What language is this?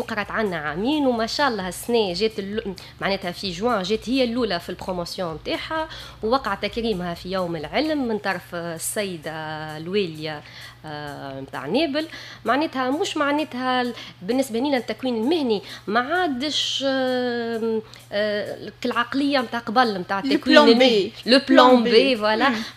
Tunisian Arabic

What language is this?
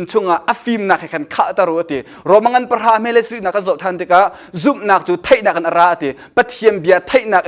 Hakha Chin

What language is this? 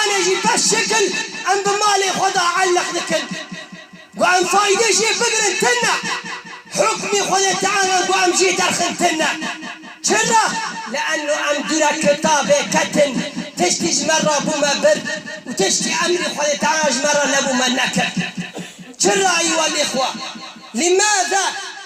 Kurdish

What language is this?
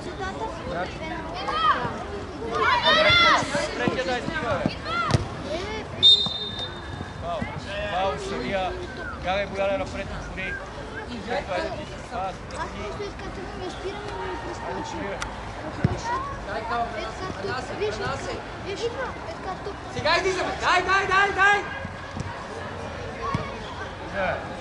Bulgarian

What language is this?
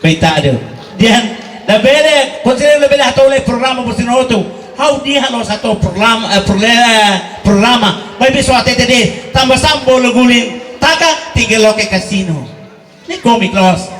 Tetum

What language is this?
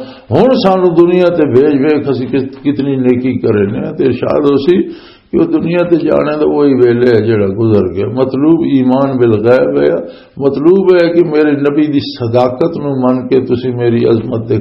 Western Panjabi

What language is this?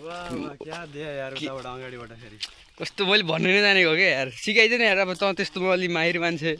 Nepali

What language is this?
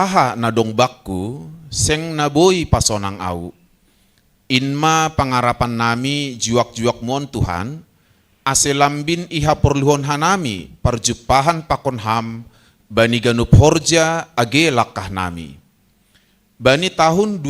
Batak Simalungun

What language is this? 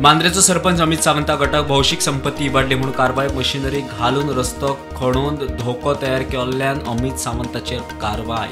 Konkani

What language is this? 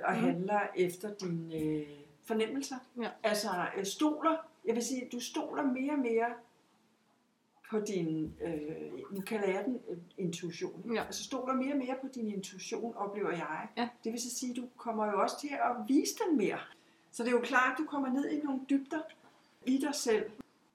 Danish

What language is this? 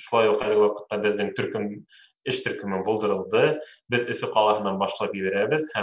Bashkir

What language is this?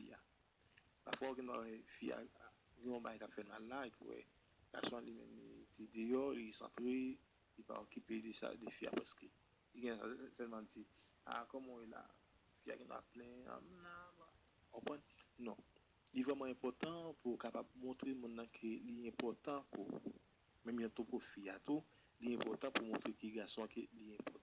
Haitian Creole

